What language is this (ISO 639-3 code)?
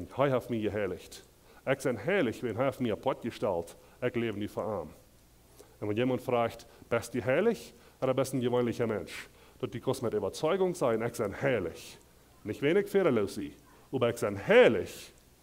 pdt